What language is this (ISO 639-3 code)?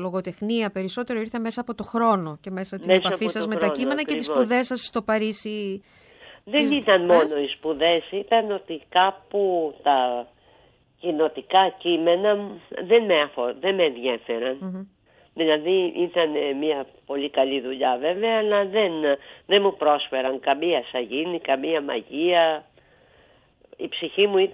ell